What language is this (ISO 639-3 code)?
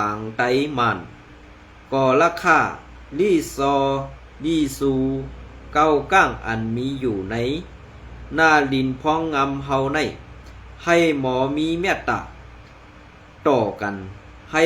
shn